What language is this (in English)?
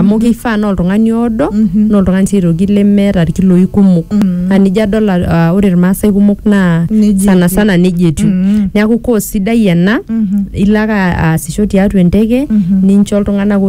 Masai